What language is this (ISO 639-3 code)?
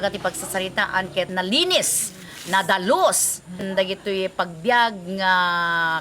ilo